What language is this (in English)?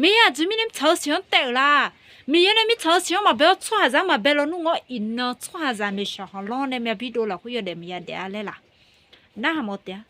Akha